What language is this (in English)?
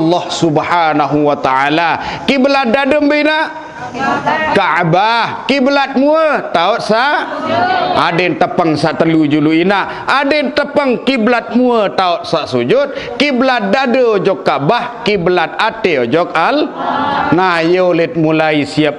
Sasak